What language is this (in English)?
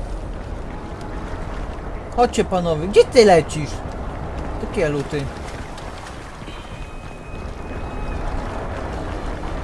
Polish